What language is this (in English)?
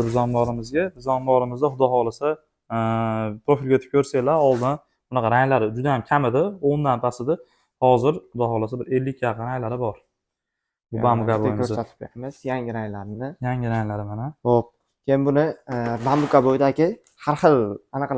Uzbek